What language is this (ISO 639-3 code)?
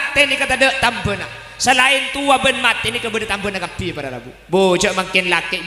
mad